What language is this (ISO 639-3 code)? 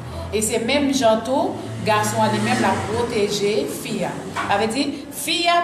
hat